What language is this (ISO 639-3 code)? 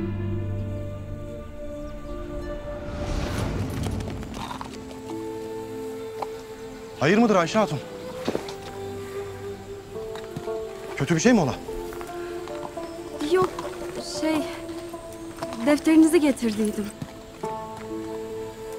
tur